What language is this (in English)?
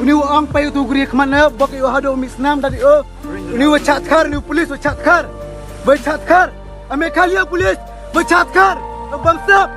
Khasi